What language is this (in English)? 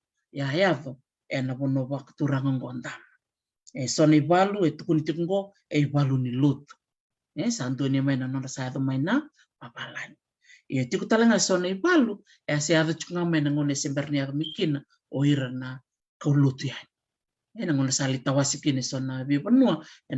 Fijian